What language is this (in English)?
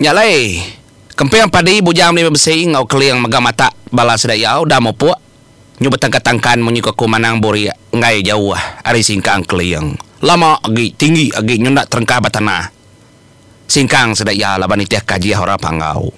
Iban